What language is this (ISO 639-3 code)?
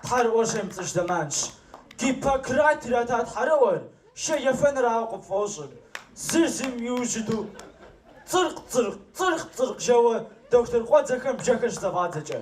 kbd